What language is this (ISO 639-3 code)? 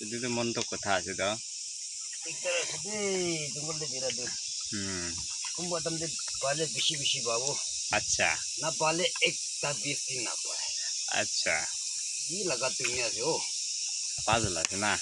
nag